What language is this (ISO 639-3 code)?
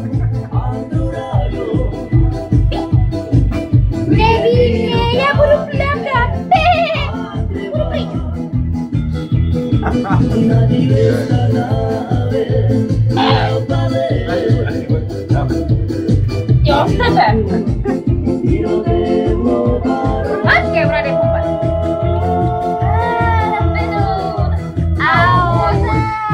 ces